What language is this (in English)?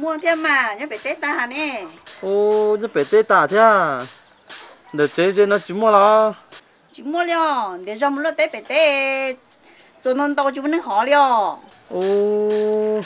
Hmong